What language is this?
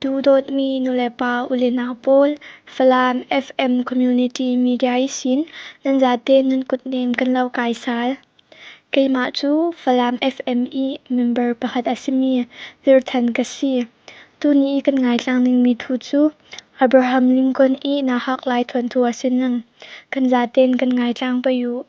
Falam Chin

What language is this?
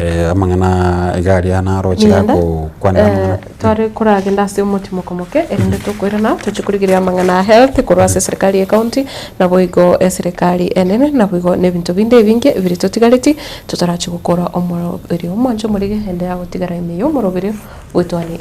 Gusii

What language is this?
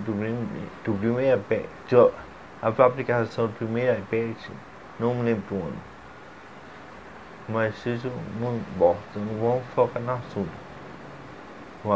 Portuguese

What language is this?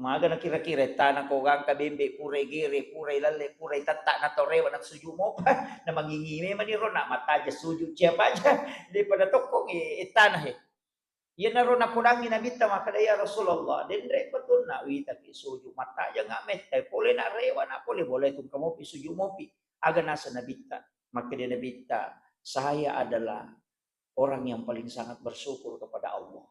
Buginese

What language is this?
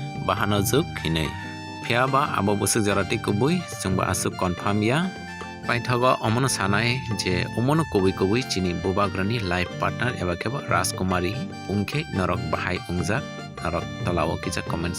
Kok Borok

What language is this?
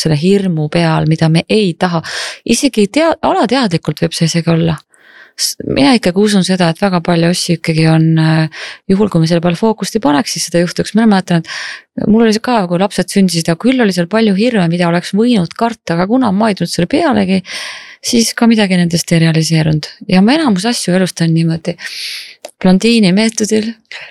Estonian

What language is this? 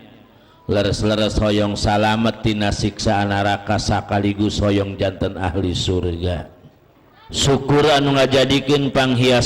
Sundanese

